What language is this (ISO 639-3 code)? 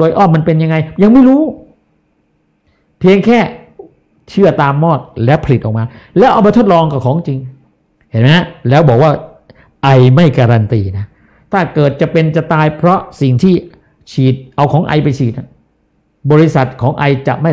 tha